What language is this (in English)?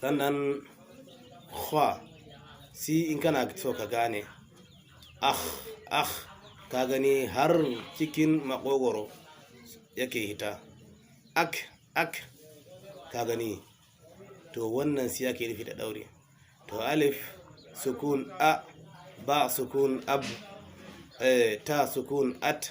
Hausa